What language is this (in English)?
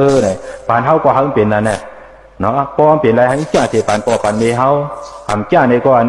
Shan